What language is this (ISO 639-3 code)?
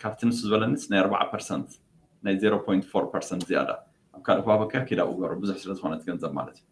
tir